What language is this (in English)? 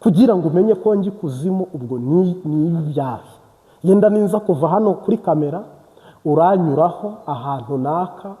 Kinyarwanda